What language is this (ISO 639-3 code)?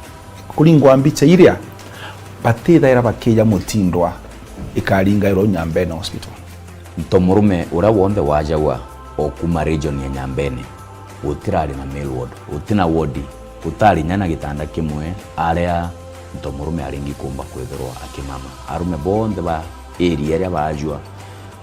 mer